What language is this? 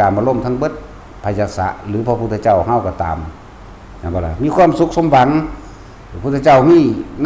Northeastern Thai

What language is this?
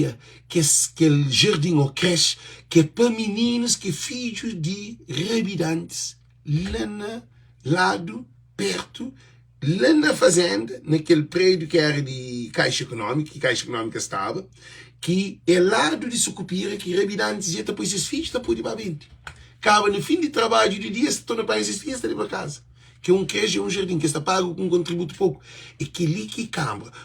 Kabuverdianu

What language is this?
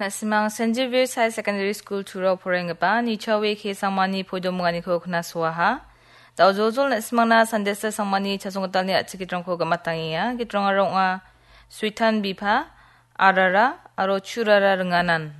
Garo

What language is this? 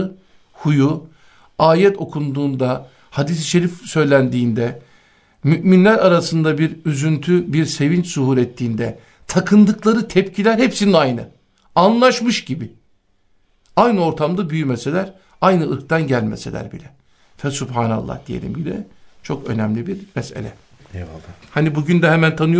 Turkish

